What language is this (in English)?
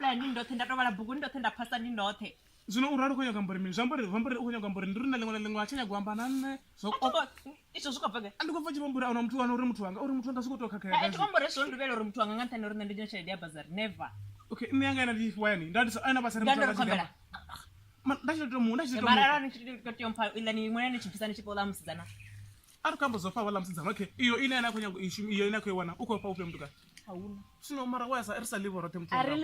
Venda